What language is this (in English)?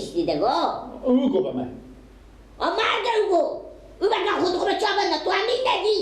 Persian